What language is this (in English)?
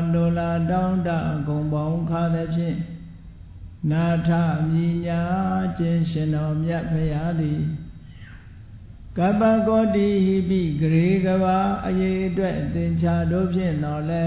Burmese